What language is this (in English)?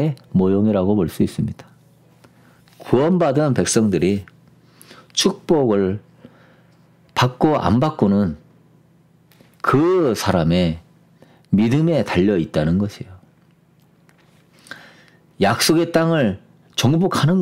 Korean